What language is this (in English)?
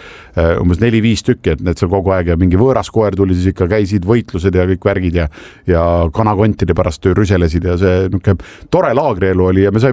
Estonian